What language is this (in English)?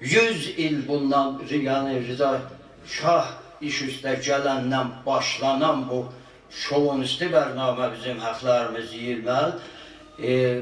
South Azerbaijani